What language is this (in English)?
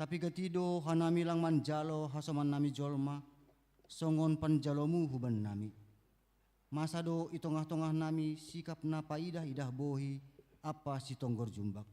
Batak Simalungun